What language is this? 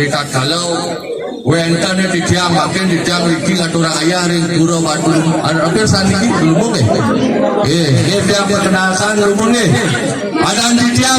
Balinese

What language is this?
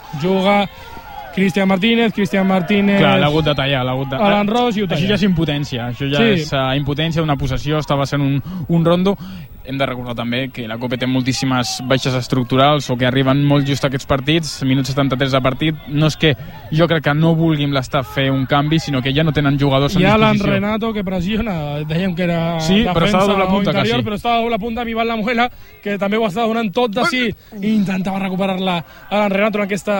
Catalan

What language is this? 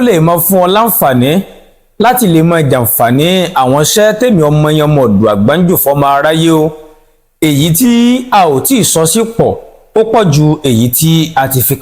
Yoruba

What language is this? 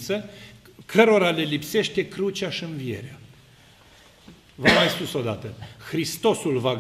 Romanian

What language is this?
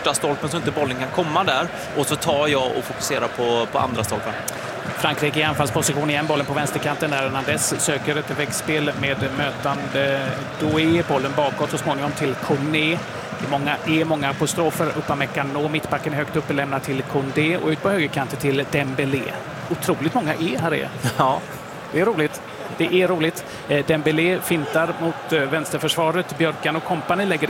Swedish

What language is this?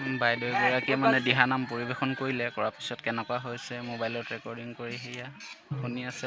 Assamese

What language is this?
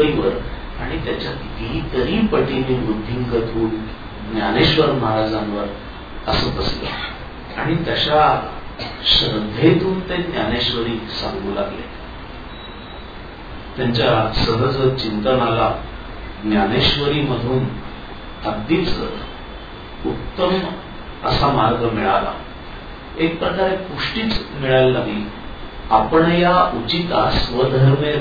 Marathi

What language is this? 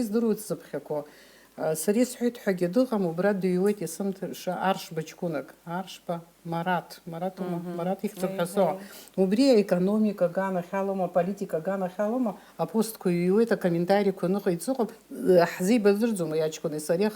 Abkhazian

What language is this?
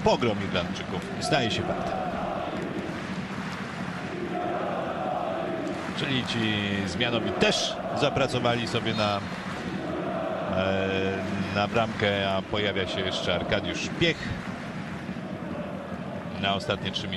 Polish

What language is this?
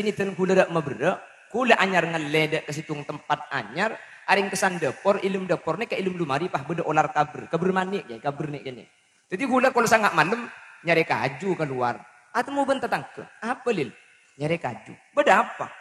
Madurese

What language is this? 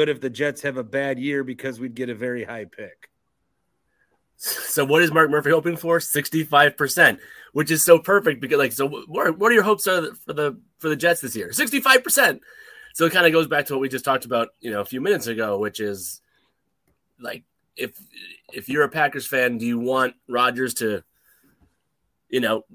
English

